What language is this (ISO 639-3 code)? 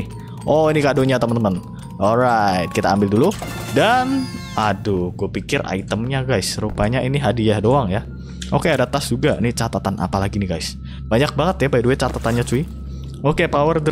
ind